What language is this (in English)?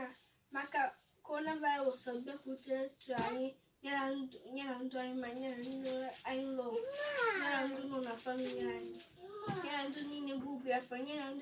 Igbo